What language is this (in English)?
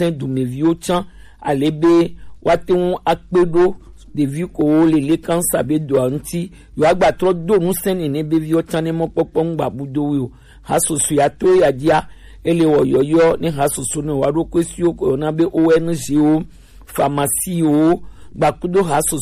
Gen